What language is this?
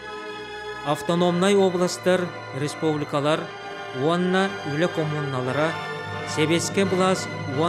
Yakut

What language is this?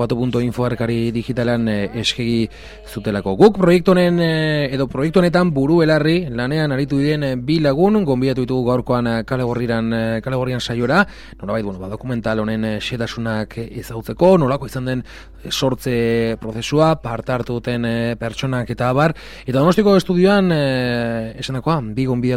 Basque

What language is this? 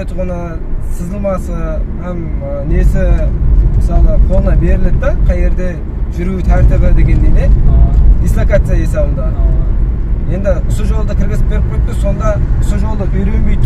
Kazakh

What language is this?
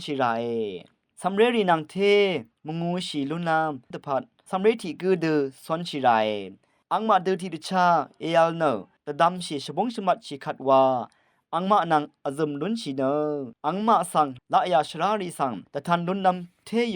Rawang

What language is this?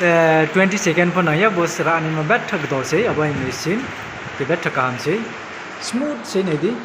Riang (India)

